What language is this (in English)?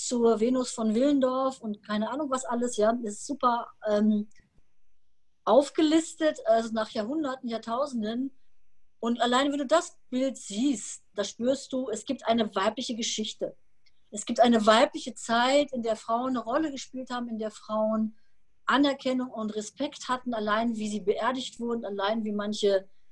German